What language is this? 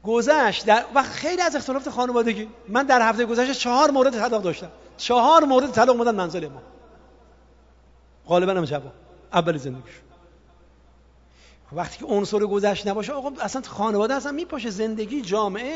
Persian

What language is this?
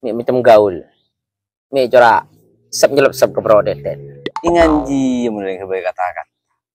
Madurese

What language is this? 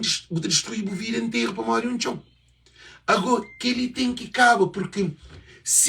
Kabuverdianu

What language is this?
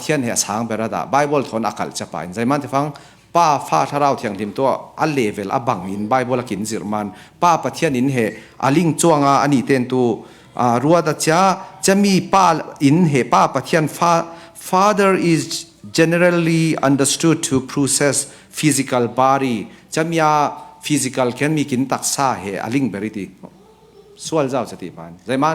Falam Chin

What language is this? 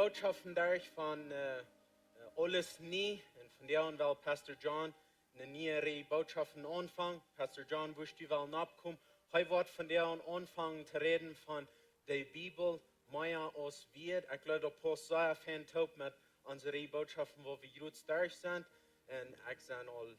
Plautdietsch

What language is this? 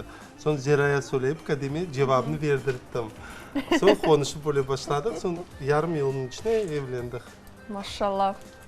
Crimean Tatar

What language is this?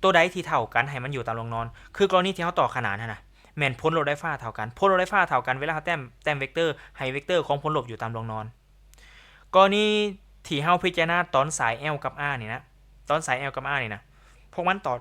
Lao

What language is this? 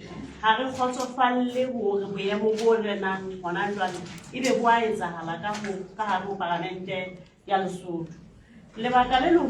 Southern Sotho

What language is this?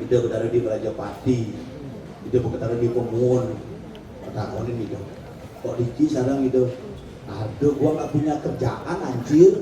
Balinese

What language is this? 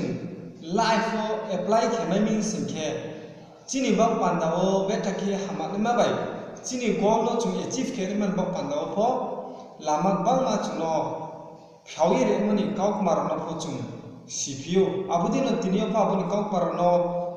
Riang (India)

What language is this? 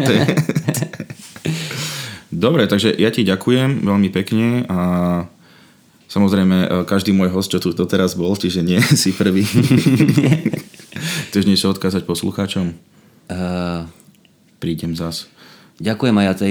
Slovak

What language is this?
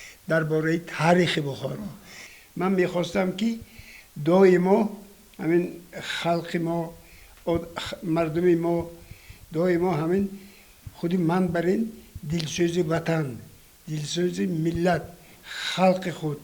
Tajik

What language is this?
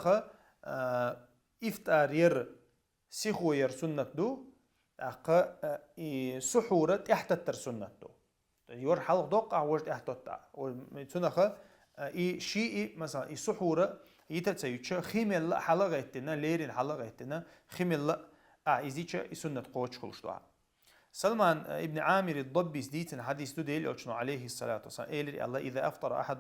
Chechen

